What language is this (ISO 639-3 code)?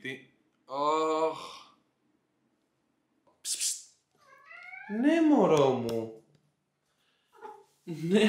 ell